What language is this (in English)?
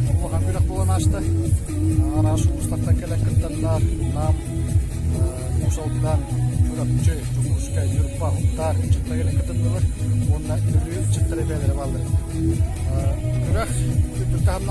Yakut